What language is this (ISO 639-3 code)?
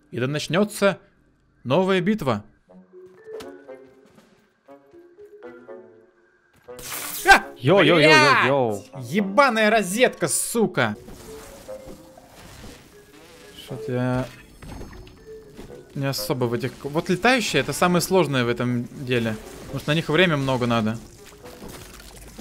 rus